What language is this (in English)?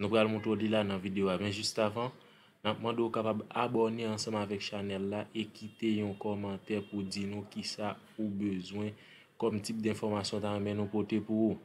Haitian Creole